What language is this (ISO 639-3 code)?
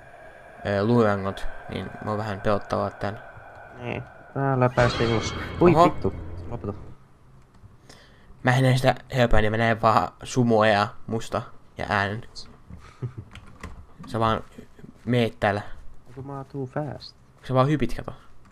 fin